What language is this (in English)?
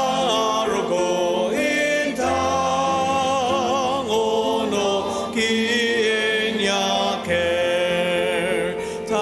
Ao Naga